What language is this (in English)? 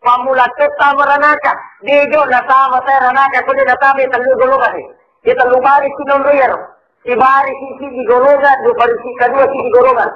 Buginese